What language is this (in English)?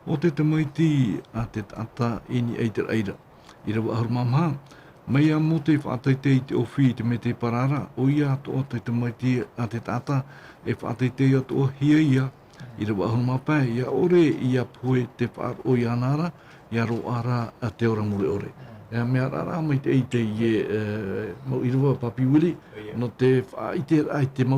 Tahitian